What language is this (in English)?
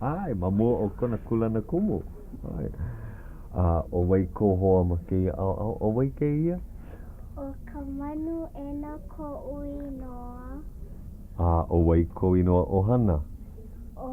Hawaiian